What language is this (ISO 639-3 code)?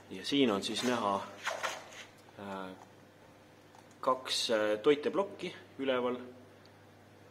est